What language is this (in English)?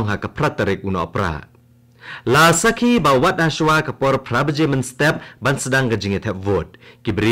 Khasi